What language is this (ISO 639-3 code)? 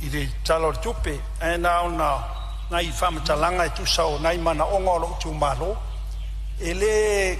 smo